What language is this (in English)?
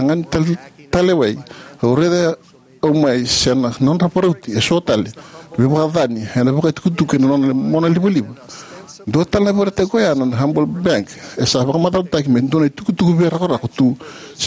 Fijian